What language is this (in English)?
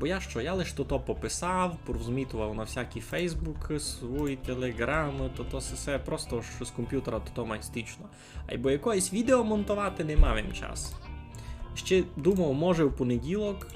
Rusyn